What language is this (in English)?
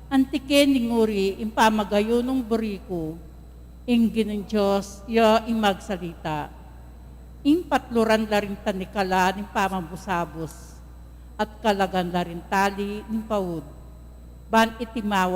Pampanga